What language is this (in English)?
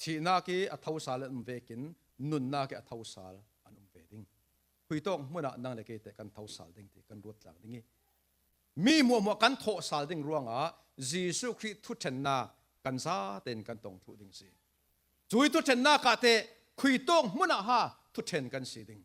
Falam Chin